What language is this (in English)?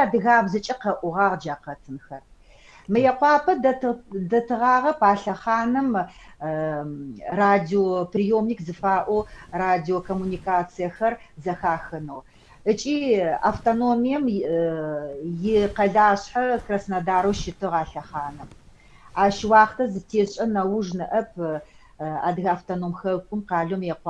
Adyghe